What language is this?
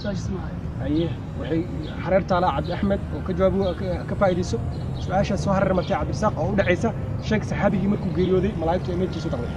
Somali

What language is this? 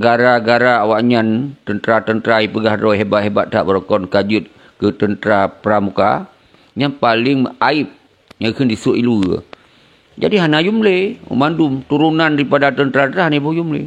Achinese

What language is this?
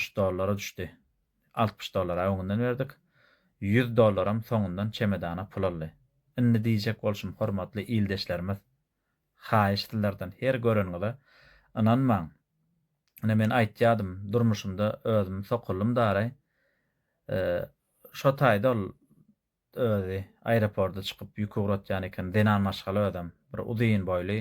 Turkmen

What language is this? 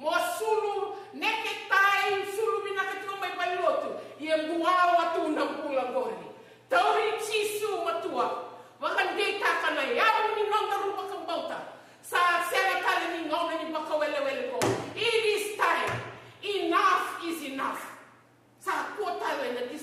Fijian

